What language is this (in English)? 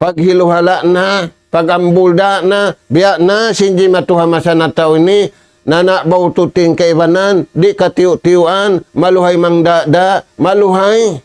Tausug